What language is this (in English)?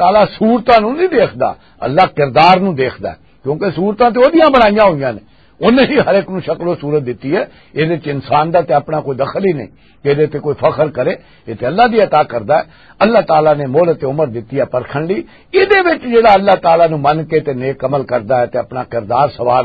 Western Panjabi